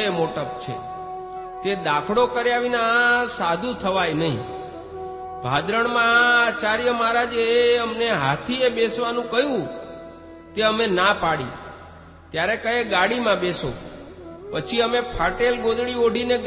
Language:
Gujarati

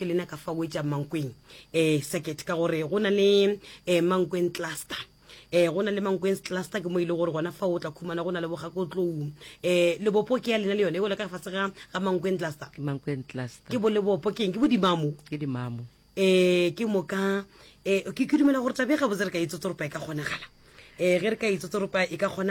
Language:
Northern Sotho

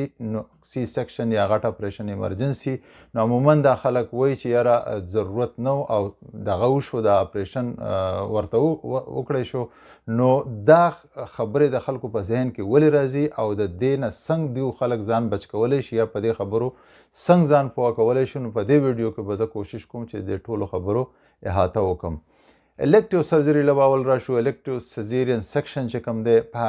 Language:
Pashto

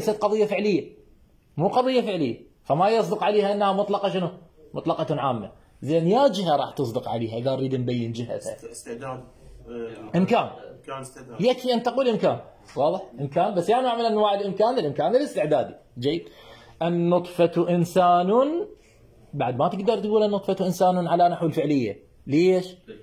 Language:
Mesopotamian Arabic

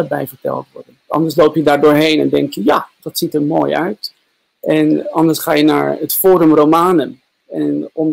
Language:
Dutch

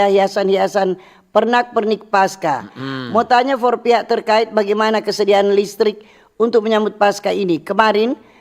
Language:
Manado Malay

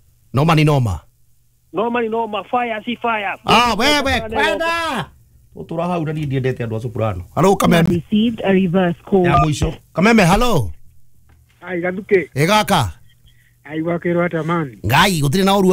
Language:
Kikuyu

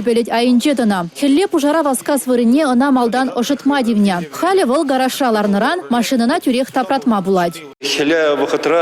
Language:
Chuvash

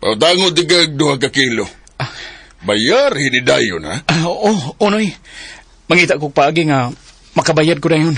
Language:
Cebuano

